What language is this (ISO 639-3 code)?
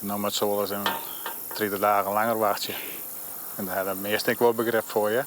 fry